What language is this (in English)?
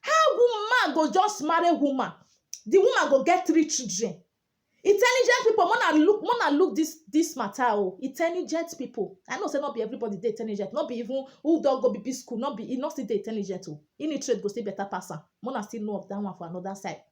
Nigerian Pidgin